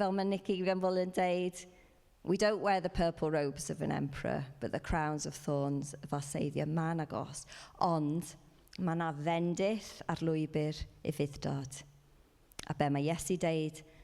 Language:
Welsh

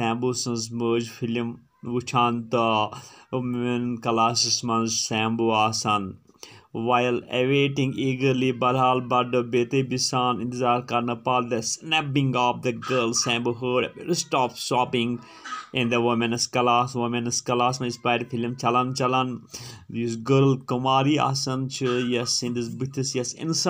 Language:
Kashmiri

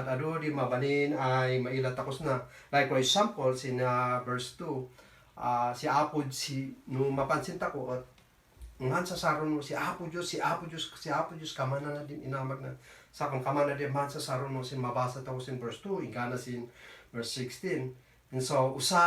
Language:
Kankanaey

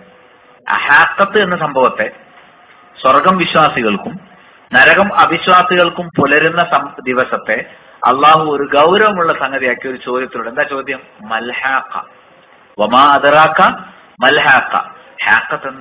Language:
Malayalam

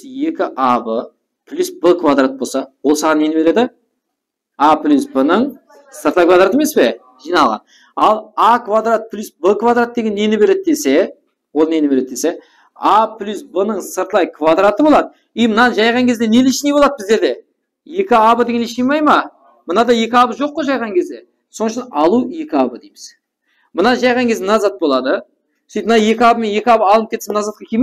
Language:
Kara-Kalpak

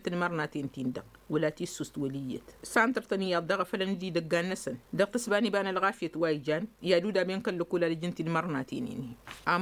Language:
Tamasheq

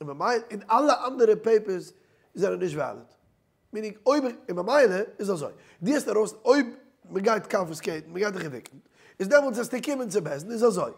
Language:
Yiddish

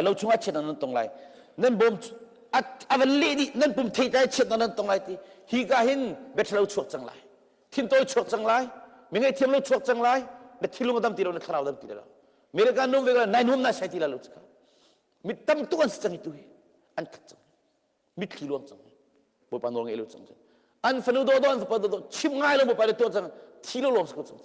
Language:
Hakha Chin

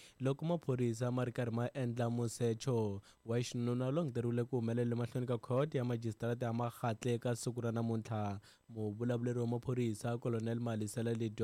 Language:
Tsonga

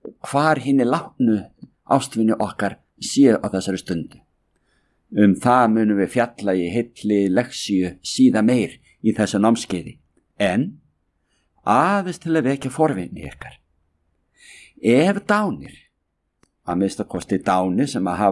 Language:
Icelandic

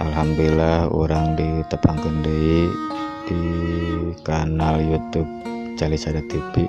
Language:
Sundanese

